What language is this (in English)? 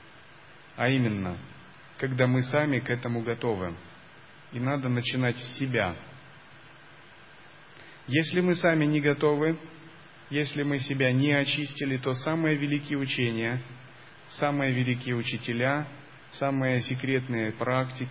Russian